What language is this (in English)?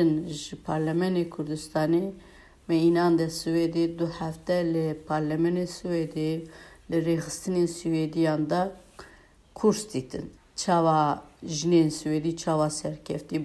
Kurdish